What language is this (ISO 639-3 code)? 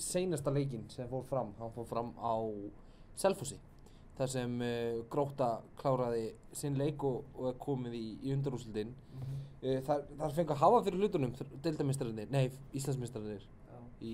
isl